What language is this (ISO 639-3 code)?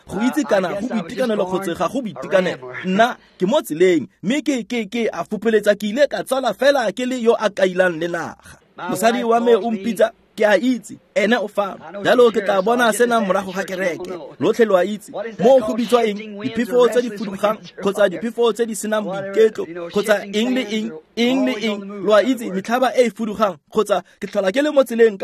tsn